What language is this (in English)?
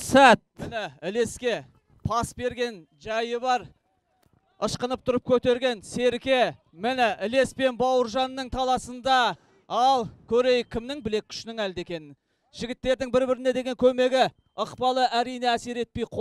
Kazakh